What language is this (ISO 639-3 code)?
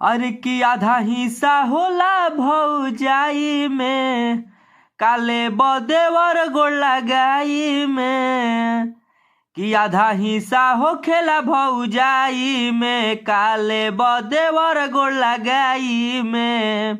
bho